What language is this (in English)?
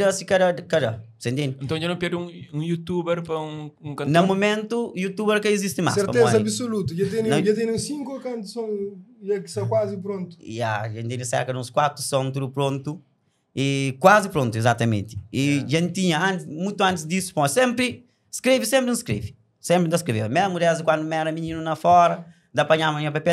Kabuverdianu